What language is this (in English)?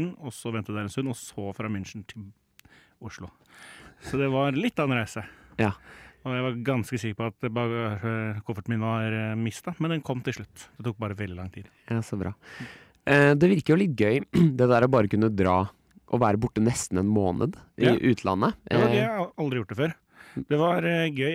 Norwegian